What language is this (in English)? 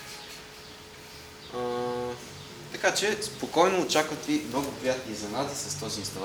Bulgarian